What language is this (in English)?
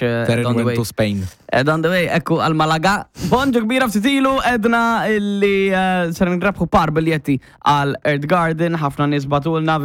Maltese